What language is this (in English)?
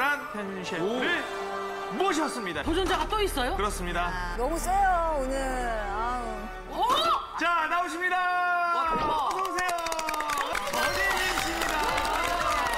Korean